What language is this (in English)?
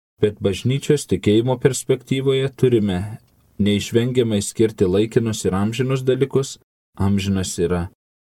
Lithuanian